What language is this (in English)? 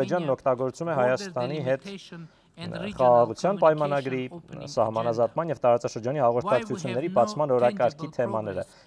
Armenian